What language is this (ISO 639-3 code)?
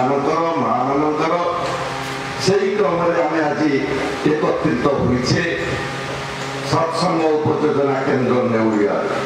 ori